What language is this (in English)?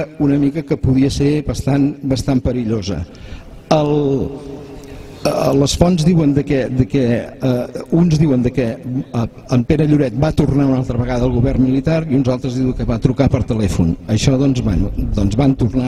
Catalan